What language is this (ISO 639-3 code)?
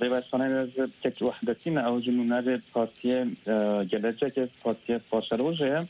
kur